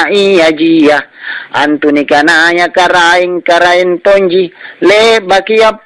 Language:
Makasar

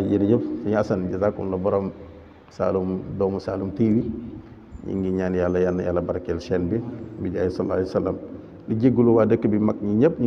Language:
Wolof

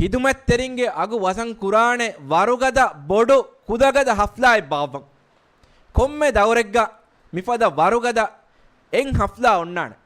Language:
Divehi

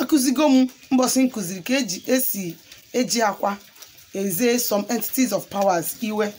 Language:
Igbo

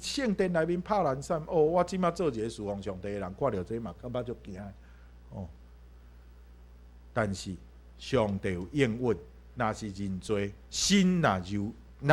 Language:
Min Nan Chinese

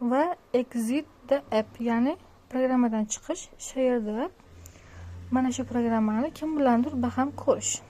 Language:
Uzbek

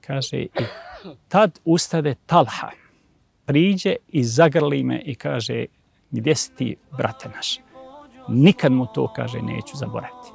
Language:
Bosnian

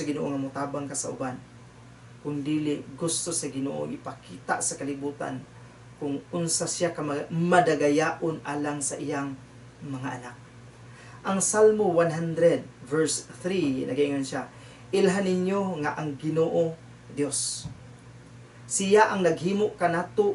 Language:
Cebuano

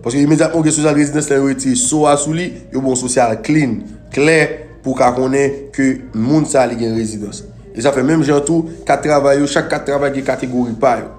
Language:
Haitian Creole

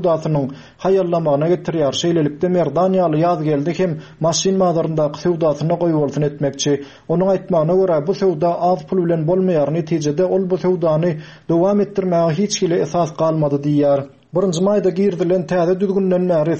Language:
Turkmen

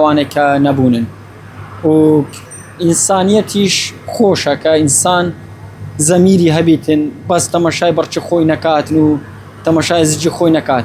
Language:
Central Kurdish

